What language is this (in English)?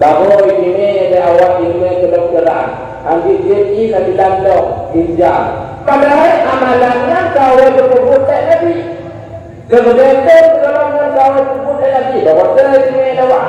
Achinese